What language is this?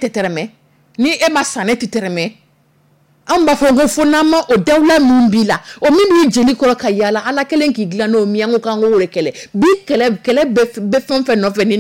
Dyula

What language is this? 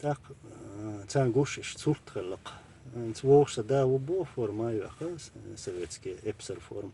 Chechen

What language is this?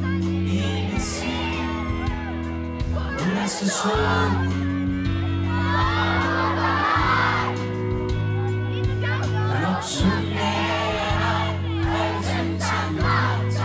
Turkish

